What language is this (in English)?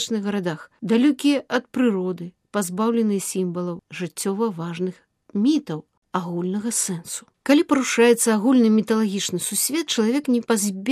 Belarusian